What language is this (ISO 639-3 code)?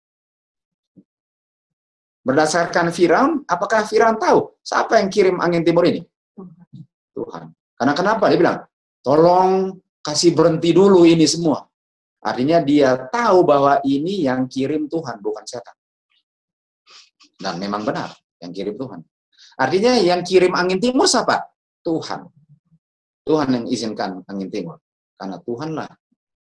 ind